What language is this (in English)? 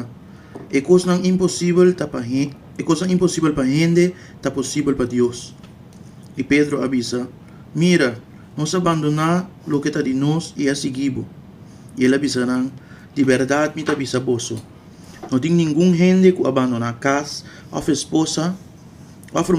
Papiamento